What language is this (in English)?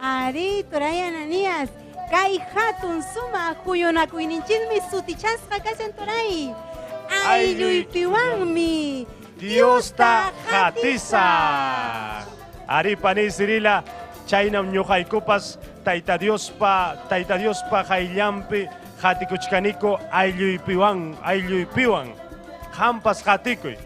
Ayacucho Quechua